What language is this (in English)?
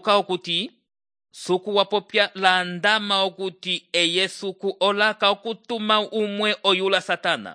Umbundu